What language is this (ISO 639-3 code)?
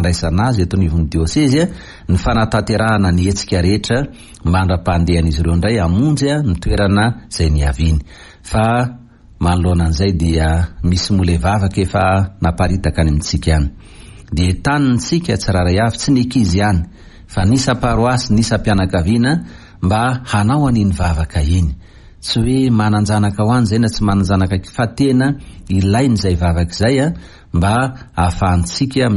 mlg